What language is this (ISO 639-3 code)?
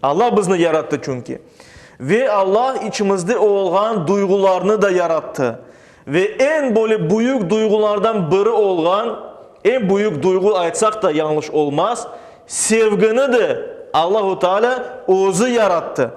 crh